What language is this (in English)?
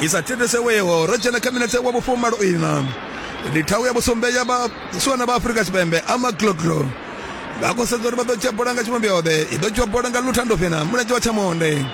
Venda